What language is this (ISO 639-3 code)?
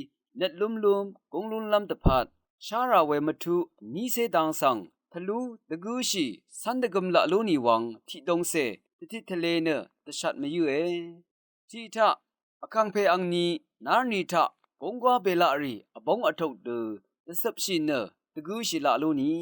raw